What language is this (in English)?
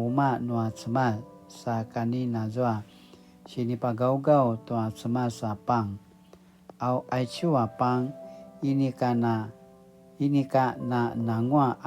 Paiwan